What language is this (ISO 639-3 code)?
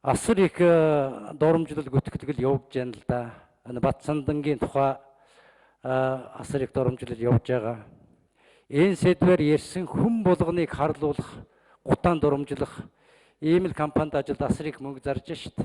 mon